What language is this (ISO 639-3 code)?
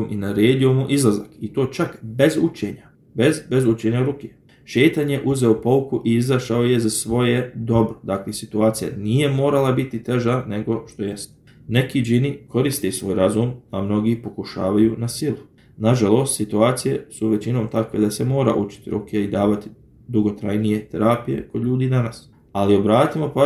bos